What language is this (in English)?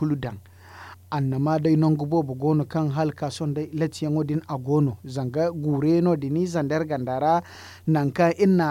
Zarma